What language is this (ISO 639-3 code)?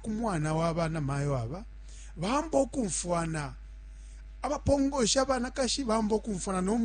bem